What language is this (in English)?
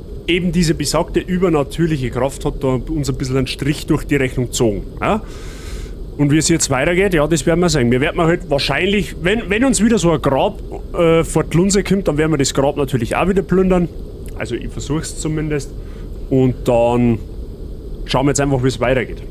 Bavarian